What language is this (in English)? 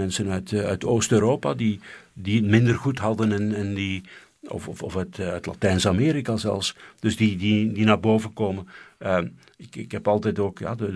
Dutch